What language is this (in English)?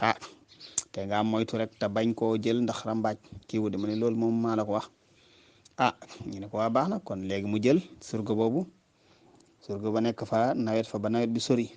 Wolof